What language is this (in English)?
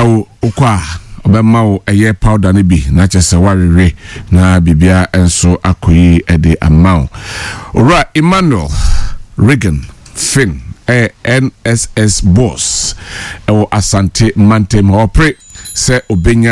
Akan